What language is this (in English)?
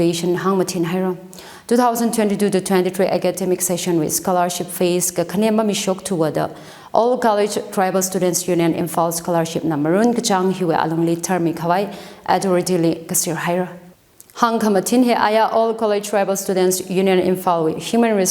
Tangkhul Naga (India)